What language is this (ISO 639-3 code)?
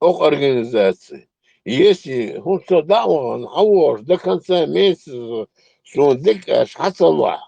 che